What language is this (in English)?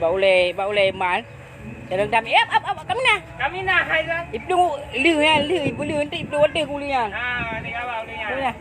Achinese